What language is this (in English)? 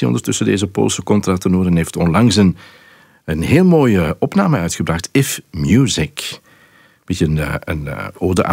Dutch